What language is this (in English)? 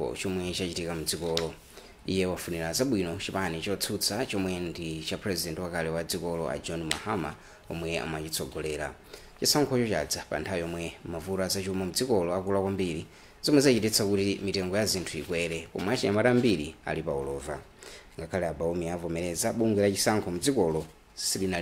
Nyanja